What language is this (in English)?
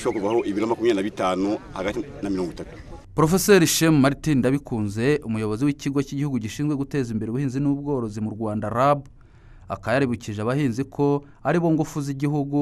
Kinyarwanda